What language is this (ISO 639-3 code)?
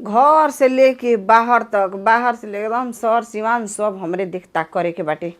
bho